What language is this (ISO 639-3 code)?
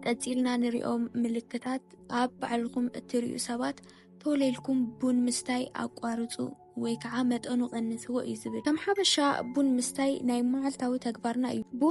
tir